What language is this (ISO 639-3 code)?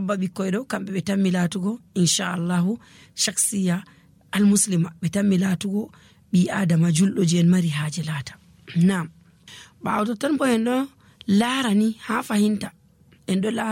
fuv